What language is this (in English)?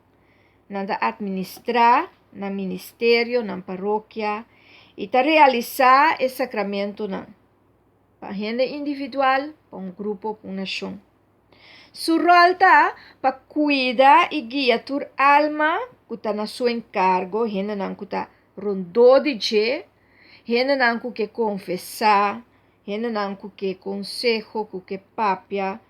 Papiamento